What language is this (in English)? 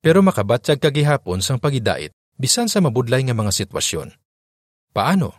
Hiligaynon